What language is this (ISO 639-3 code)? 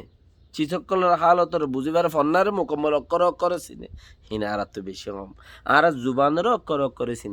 rhg